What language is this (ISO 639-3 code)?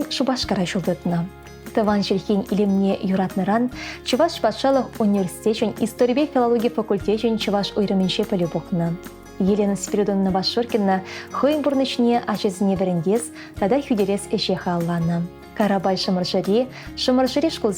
chv